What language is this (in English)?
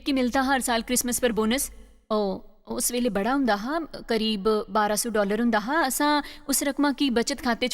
Dogri